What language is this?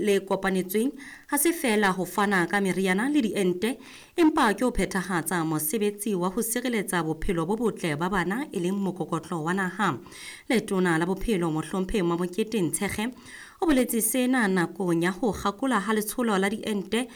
Southern Sotho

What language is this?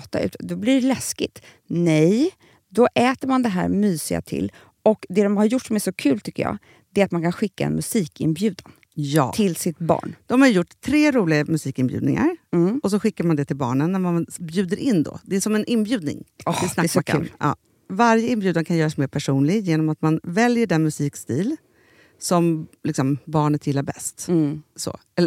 Swedish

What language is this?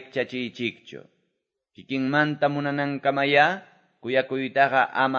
Quechua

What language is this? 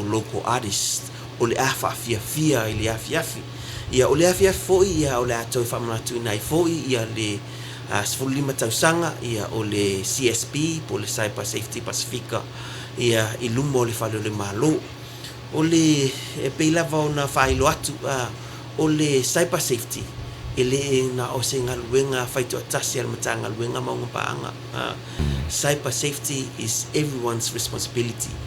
Samoan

